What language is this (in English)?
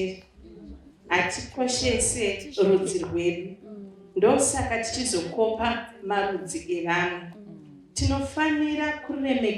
Shona